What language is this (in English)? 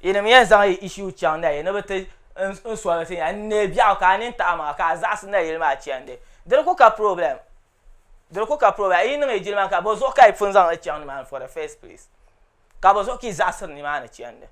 Dagbani